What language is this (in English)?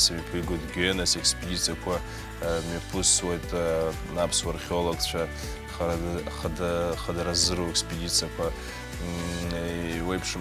Abkhazian